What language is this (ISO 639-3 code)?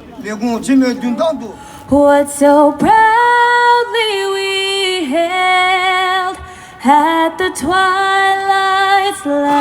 bod